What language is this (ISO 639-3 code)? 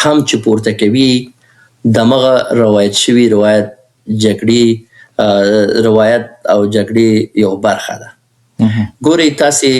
pus